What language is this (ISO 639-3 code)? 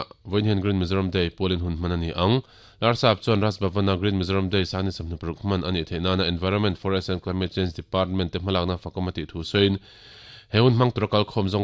lus